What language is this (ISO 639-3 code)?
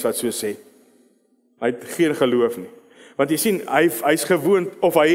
afr